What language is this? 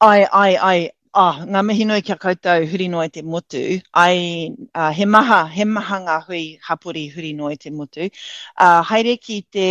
Māori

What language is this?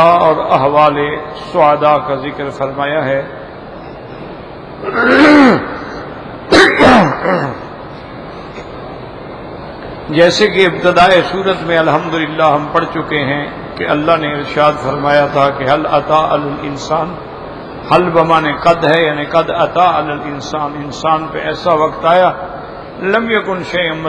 Urdu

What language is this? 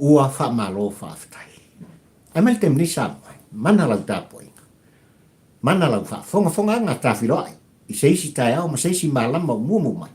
Samoan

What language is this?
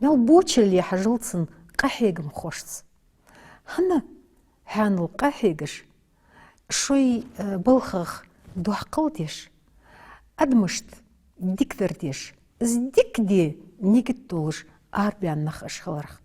Ingush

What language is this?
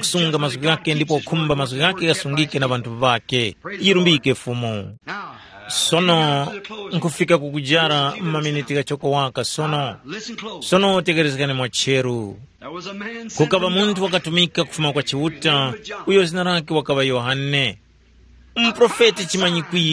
Tumbuka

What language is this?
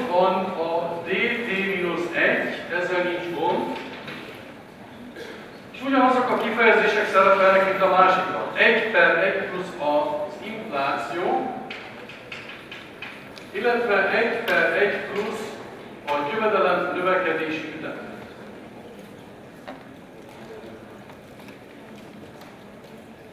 Hungarian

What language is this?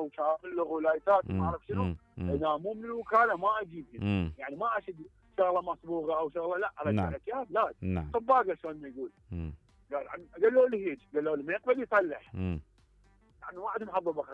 Mesopotamian Arabic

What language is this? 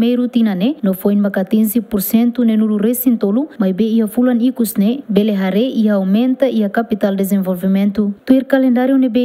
Tetum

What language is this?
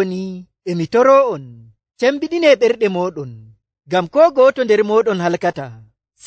Nigerian Fulfulde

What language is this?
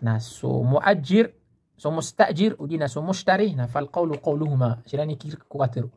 Maranao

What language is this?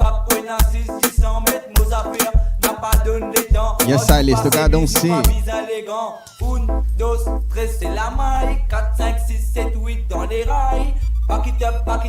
Morisyen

